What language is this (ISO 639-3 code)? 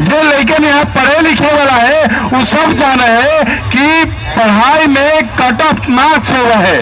mag